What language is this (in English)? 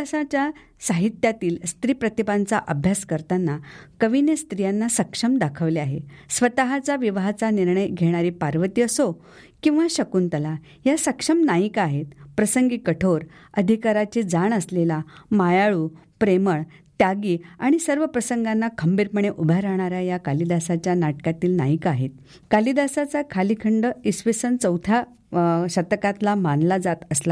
Marathi